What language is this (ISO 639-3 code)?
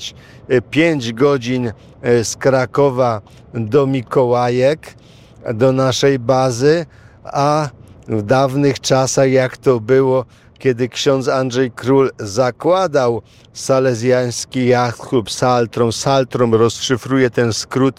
pol